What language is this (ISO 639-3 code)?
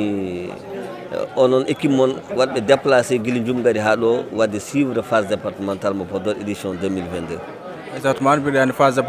ful